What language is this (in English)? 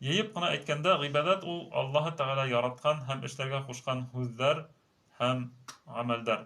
Bashkir